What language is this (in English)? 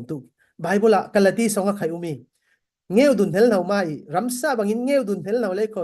Falam Chin